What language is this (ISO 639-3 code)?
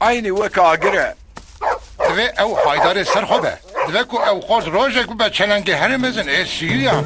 kur